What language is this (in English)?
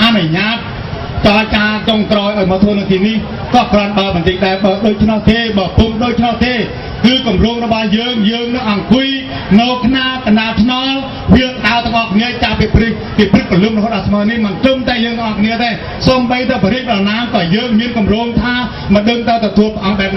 Khmer